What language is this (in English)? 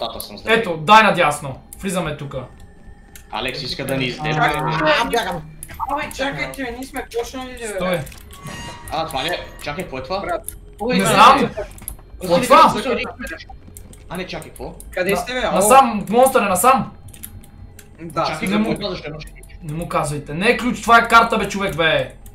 Bulgarian